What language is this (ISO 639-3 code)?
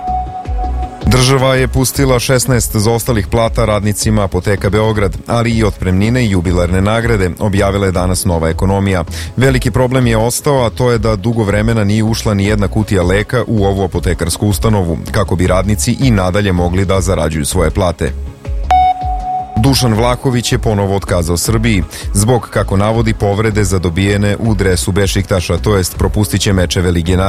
srp